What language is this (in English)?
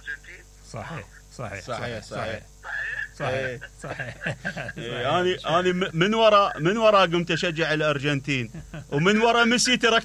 Mesopotamian Arabic